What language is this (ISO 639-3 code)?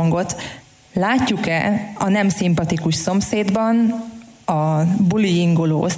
hun